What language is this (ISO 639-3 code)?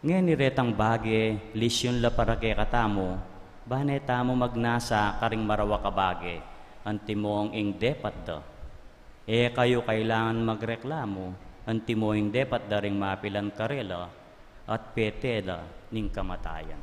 pam